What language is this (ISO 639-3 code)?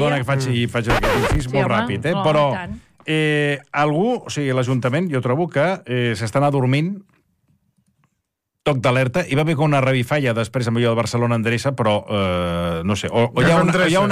cat